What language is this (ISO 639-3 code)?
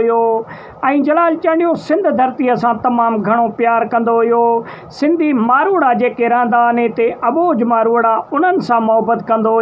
snd